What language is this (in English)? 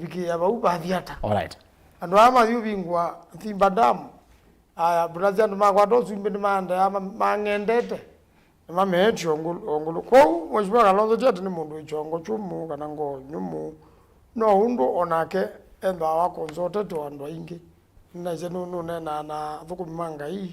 Kamba